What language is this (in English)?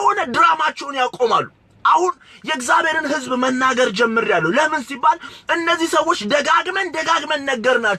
Amharic